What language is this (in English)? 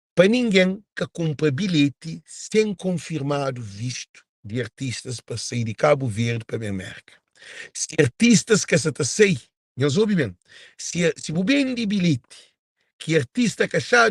Kabuverdianu